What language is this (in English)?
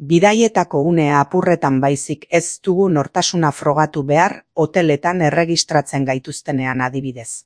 Basque